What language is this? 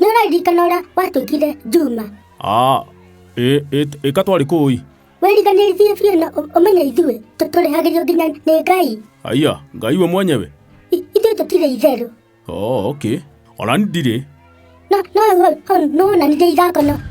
Kikuyu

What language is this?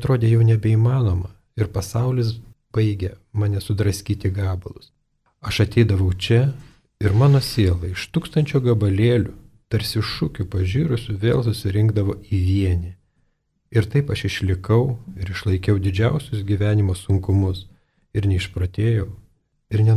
Lithuanian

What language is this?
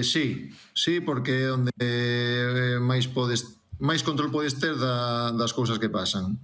Galician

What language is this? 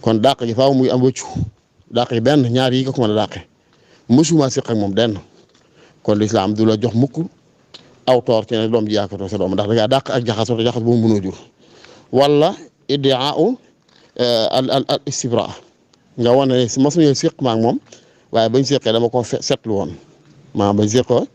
Wolof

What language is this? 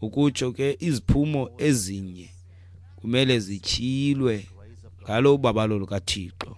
Xhosa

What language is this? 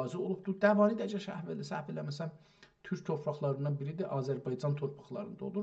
South Azerbaijani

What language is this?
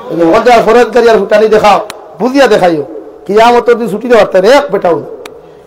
Sylheti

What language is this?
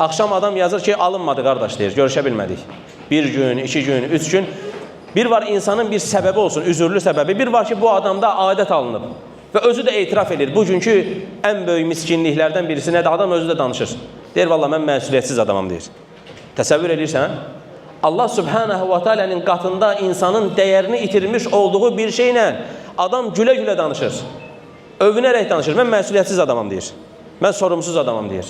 Azerbaijani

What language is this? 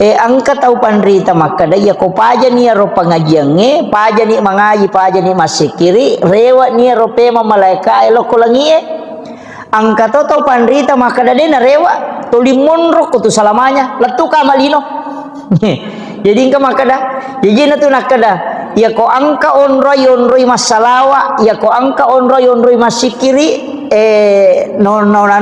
Buginese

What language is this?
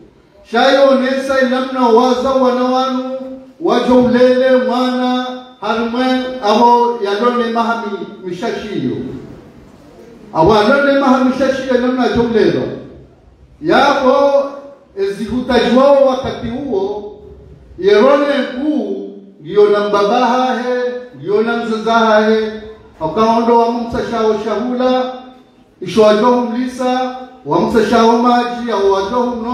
Ngazidja Comorian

